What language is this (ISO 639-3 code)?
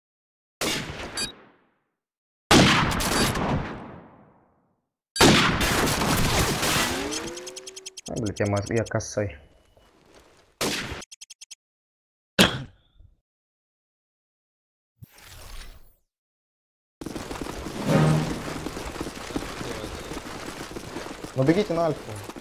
rus